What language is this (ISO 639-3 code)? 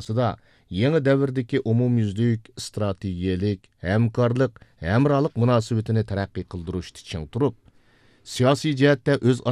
uig